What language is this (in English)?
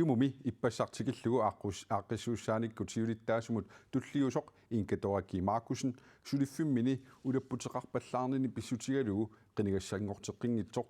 Kalaallisut